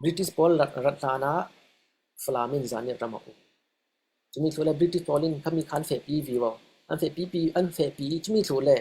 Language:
Falam Chin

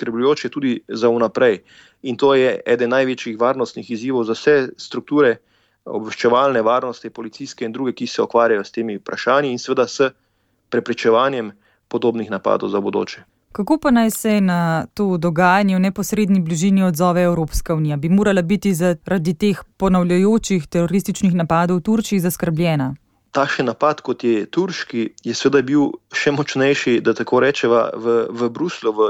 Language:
Slovenian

